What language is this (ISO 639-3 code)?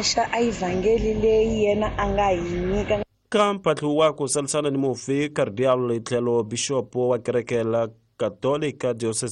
tso